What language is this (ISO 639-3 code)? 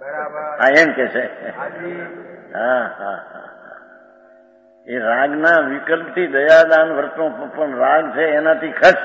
guj